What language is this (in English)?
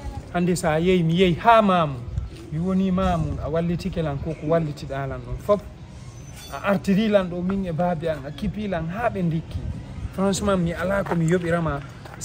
Fula